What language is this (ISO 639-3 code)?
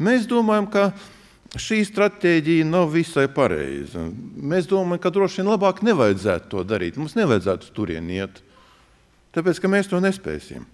lav